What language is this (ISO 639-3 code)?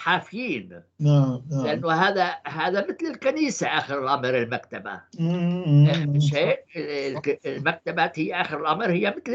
apc